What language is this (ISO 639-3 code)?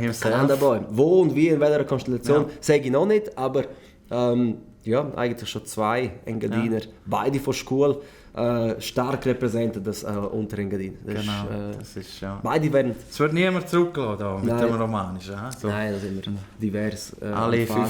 gsw